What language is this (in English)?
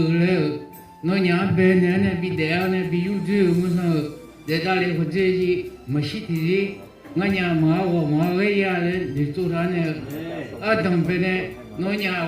Akha